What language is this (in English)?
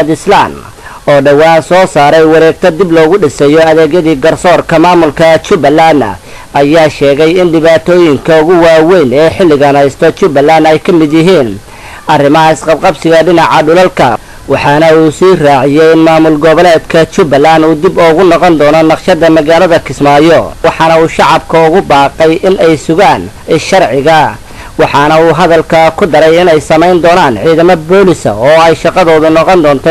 Somali